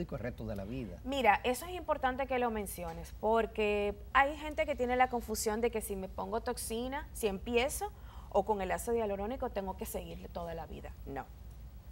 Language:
Spanish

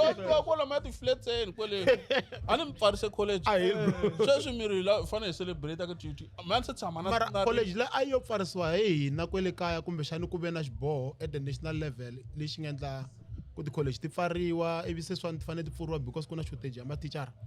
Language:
Tsonga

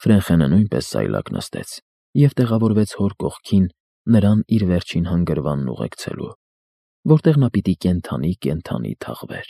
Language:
Armenian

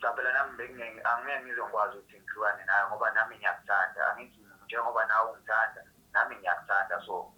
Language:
Zulu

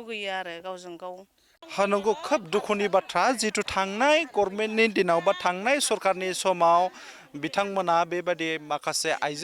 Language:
Bodo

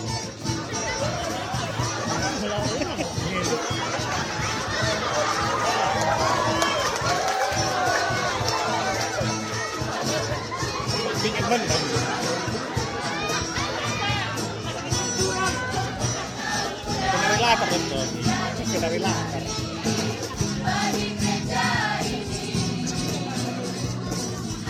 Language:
Indonesian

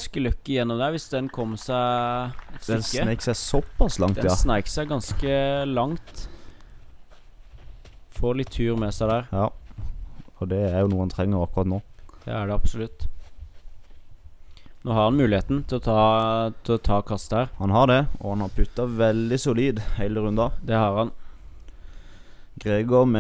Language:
Norwegian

